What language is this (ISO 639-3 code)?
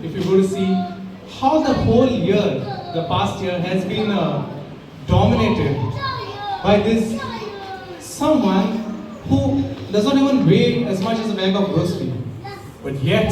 kok